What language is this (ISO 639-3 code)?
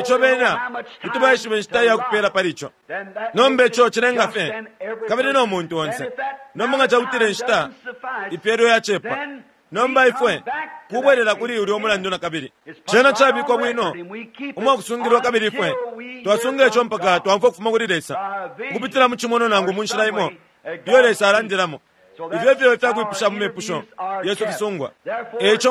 bem